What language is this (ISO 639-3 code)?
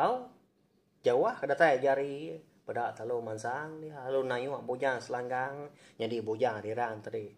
iba